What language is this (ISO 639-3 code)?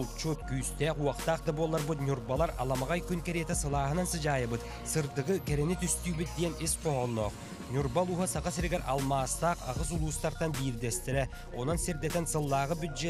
sah